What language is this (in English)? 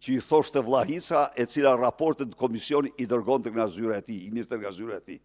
Albanian